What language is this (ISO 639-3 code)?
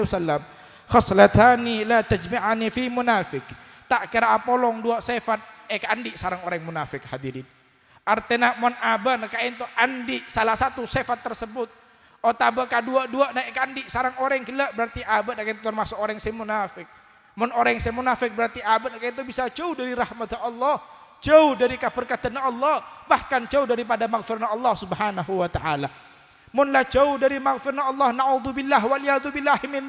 mad